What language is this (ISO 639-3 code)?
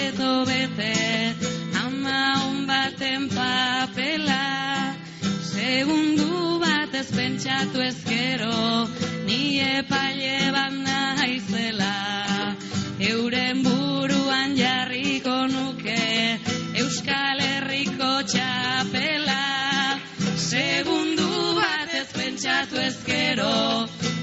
eus